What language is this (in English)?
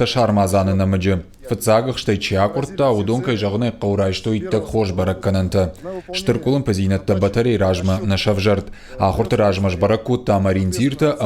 Ossetic